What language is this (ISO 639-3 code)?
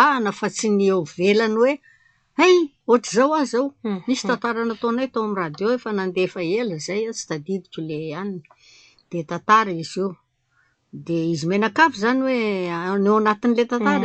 mlg